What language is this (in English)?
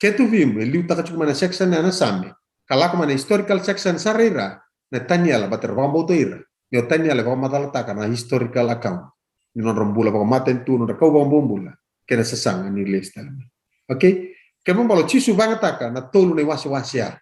Fijian